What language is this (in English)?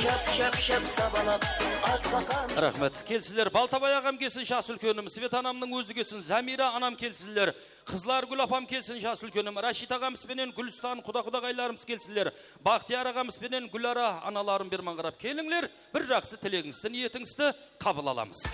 Kara-Kalpak